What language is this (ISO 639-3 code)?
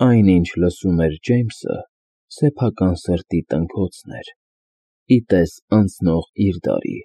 hye